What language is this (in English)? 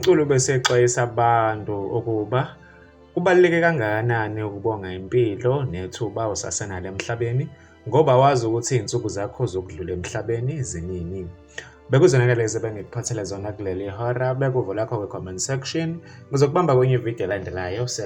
Zulu